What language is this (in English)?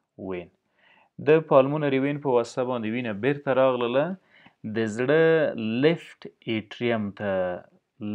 Pashto